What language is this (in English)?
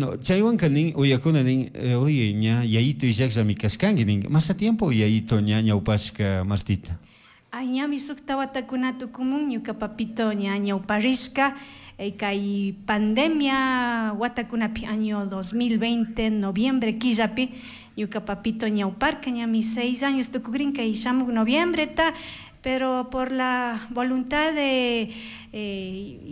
Chimborazo Highland Quichua